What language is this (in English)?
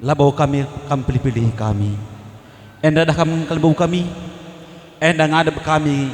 Batak Karo